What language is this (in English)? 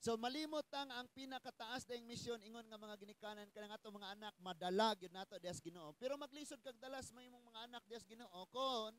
Cebuano